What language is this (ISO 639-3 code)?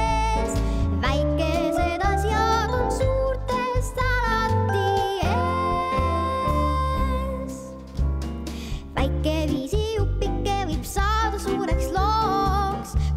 est